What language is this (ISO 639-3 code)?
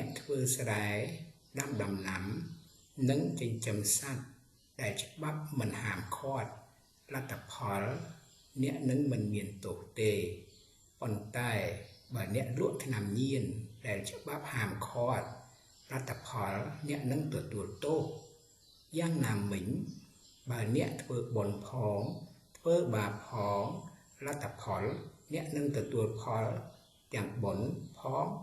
khm